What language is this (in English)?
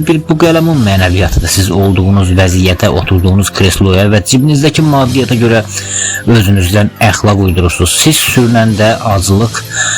Azerbaijani